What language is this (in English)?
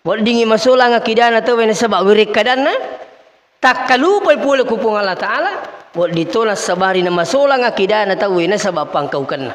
Buginese